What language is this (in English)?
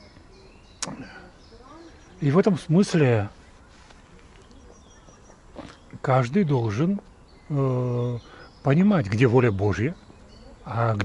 Russian